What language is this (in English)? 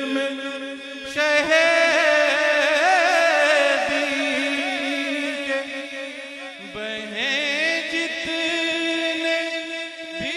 Hindi